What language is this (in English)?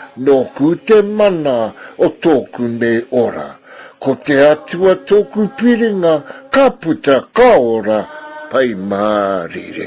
Māori